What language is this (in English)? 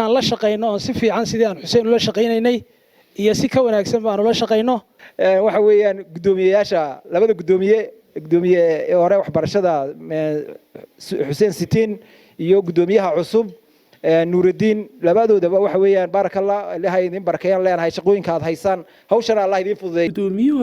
Somali